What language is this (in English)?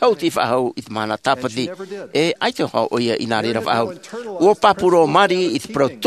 Tahitian